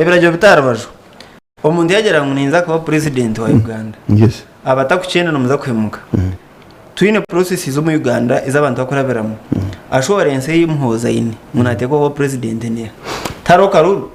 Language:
Nyankole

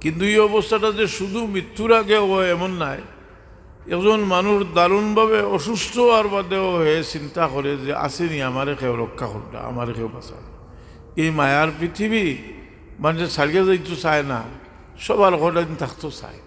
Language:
Sylheti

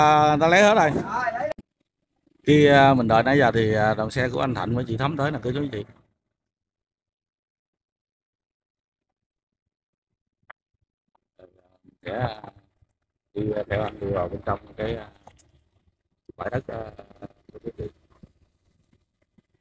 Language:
Vietnamese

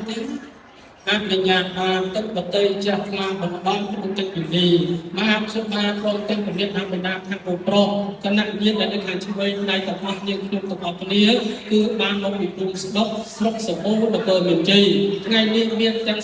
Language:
Khmer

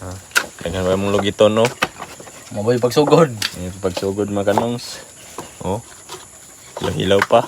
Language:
Cebuano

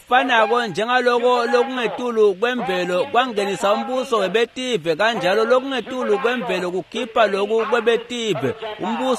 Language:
Swati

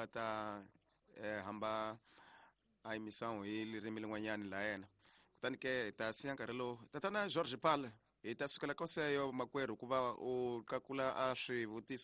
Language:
Tsonga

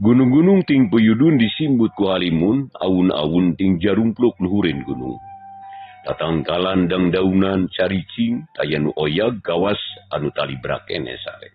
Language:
Sundanese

